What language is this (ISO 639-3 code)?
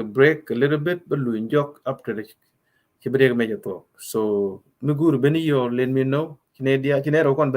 nus